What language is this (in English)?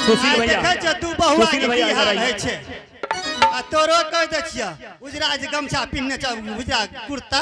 Angika